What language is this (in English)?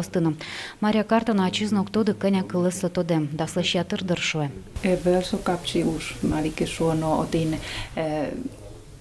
Udmurt